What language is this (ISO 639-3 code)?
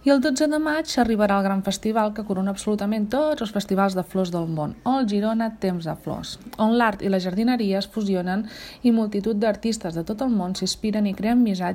cat